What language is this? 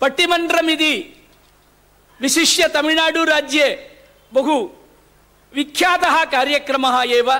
Sanskrit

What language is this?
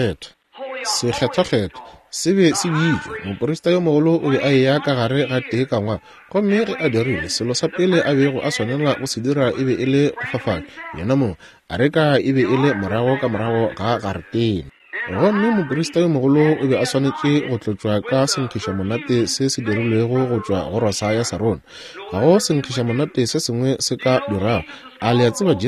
Northern Sotho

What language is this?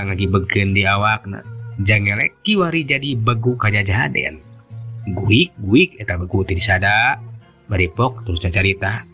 Sundanese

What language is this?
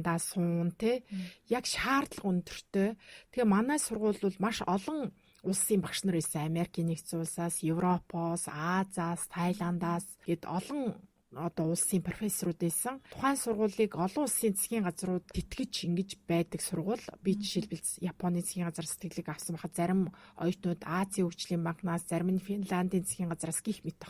Mongolian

